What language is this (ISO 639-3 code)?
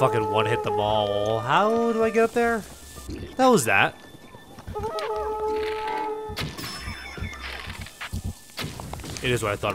eng